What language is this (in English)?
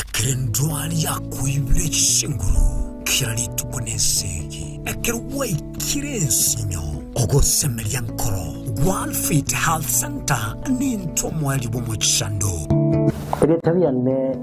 Gusii